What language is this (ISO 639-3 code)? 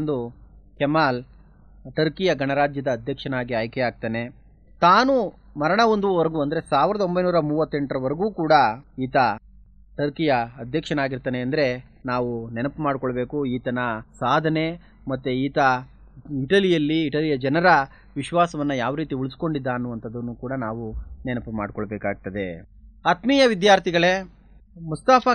kan